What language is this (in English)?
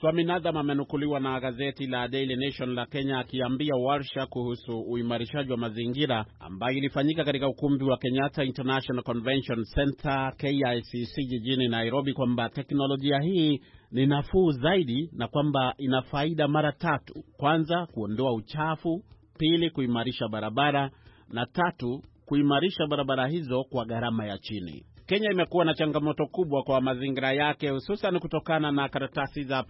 Swahili